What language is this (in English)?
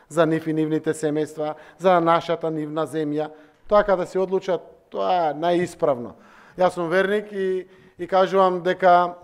Macedonian